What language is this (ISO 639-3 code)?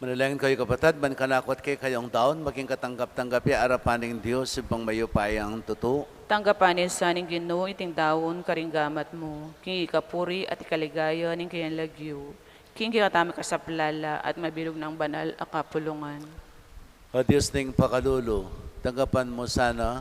pam